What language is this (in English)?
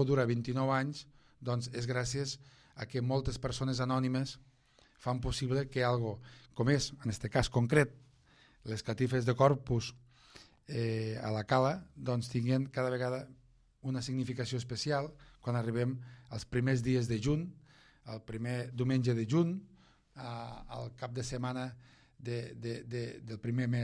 Catalan